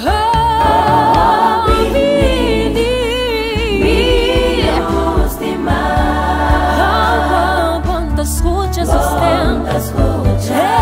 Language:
Papiamento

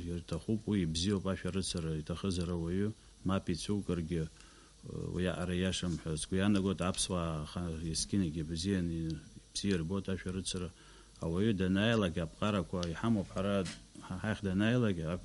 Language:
Abkhazian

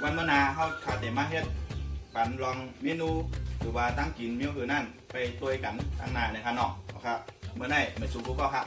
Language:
Shan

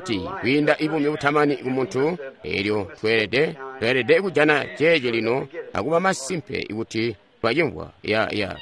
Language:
Tonga (Zambia)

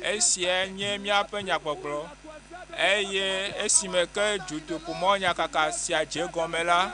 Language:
Ewe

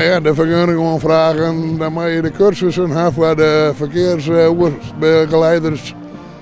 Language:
Western Frisian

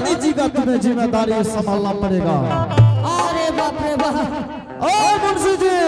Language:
Angika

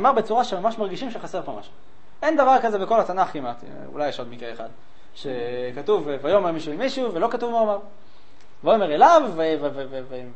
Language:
Hebrew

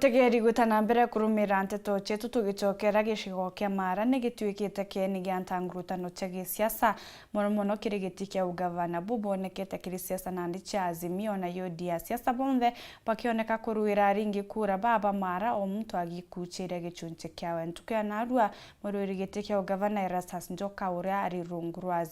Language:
Meru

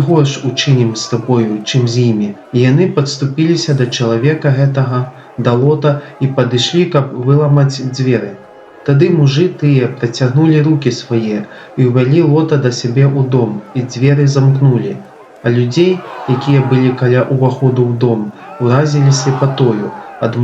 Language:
Belarusian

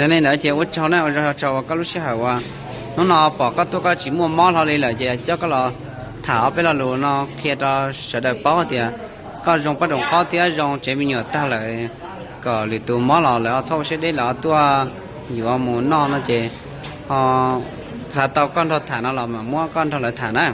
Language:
Hmong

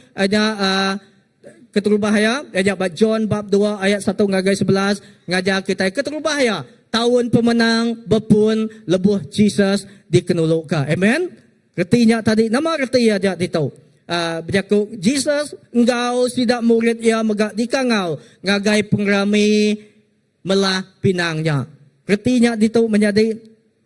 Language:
Iban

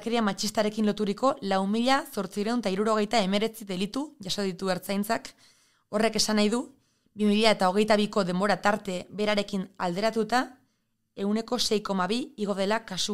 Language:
Basque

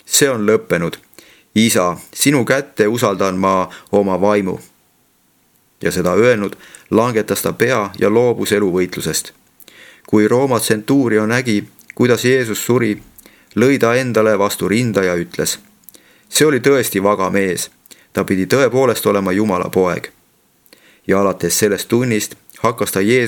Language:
Estonian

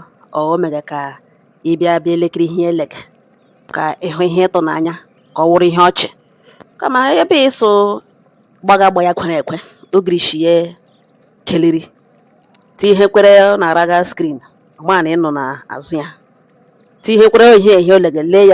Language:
Igbo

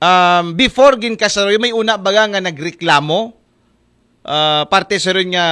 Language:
Aklanon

